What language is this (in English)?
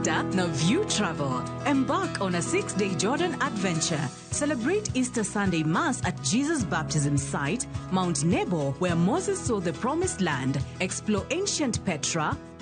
Luo (Kenya and Tanzania)